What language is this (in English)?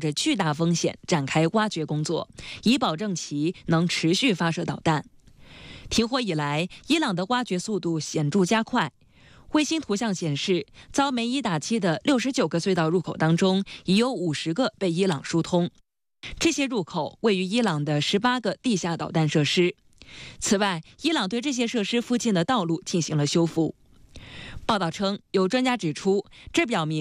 Chinese